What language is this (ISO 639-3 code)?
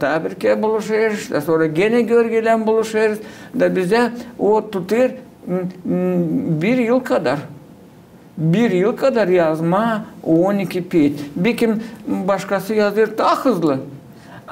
gag